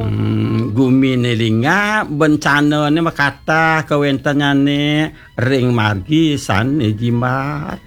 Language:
Balinese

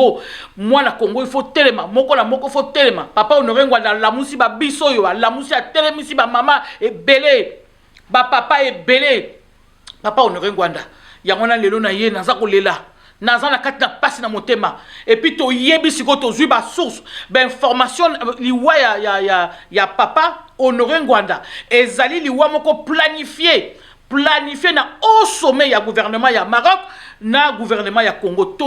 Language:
Lingala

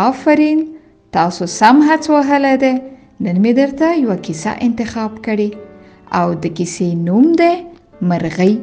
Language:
Pashto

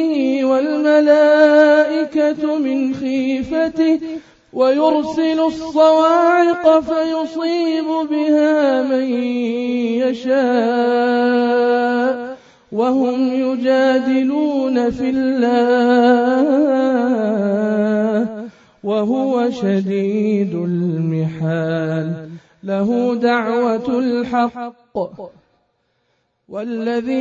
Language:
Arabic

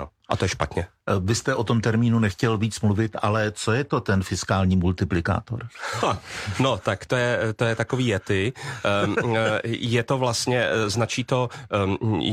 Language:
Czech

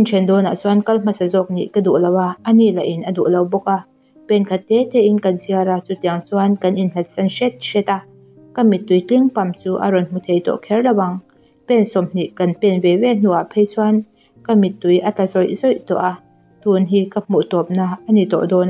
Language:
Mizo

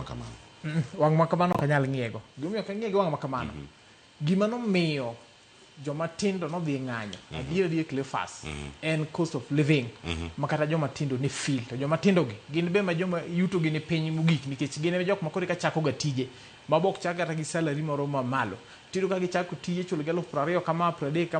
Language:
Luo (Kenya and Tanzania)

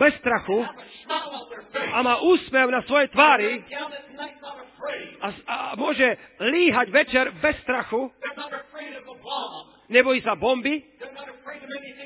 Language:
Slovak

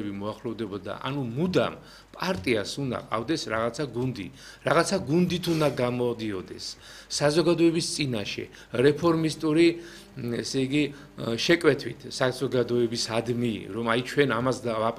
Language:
Georgian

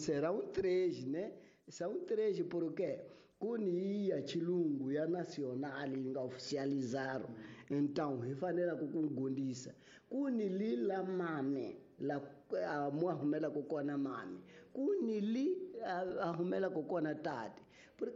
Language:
Tsonga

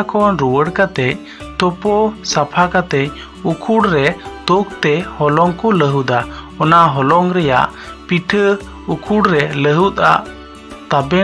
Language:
Santali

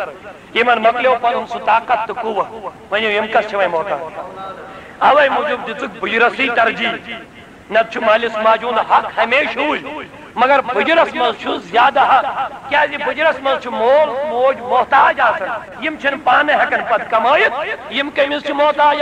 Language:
Kashmiri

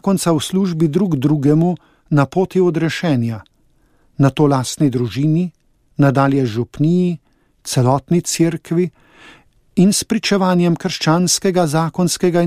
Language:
Slovenian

